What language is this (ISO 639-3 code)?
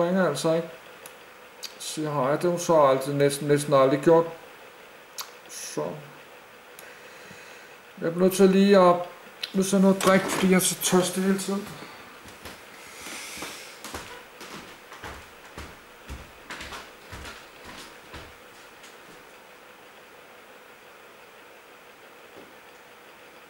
dan